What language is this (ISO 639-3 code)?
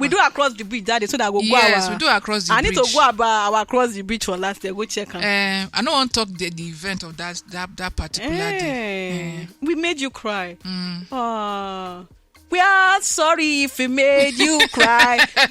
pcm